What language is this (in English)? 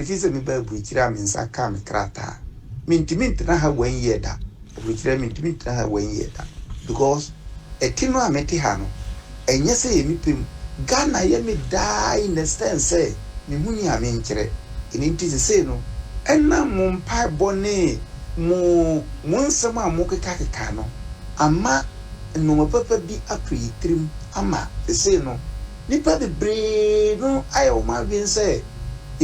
Akan